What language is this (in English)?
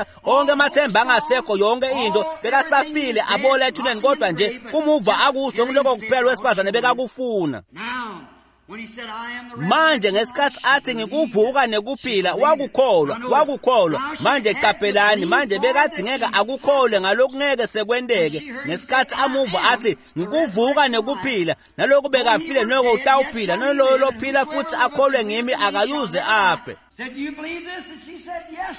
Swati